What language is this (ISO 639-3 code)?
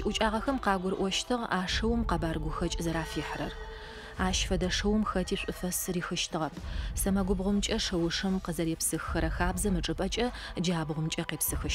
ady